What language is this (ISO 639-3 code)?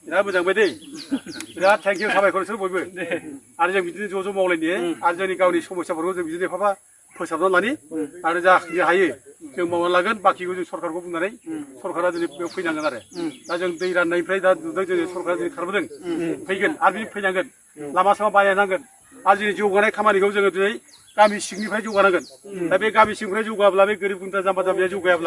brx